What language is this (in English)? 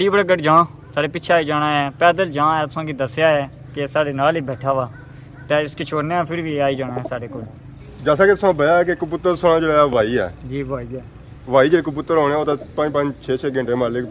Pahari-Potwari